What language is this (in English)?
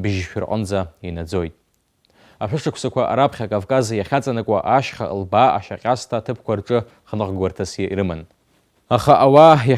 Abkhazian